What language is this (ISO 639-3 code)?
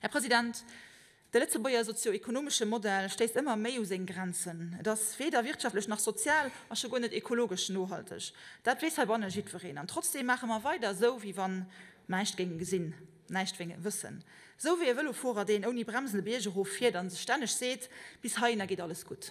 ltz